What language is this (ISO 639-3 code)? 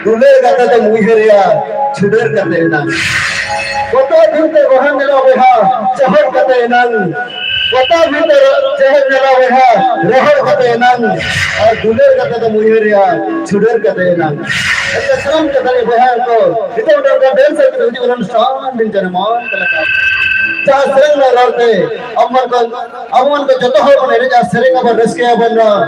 sat